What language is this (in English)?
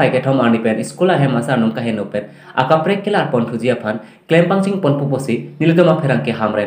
Karbi